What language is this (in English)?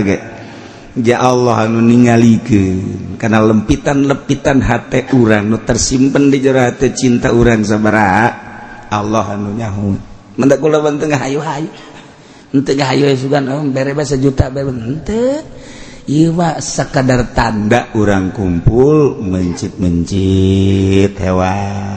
Sundanese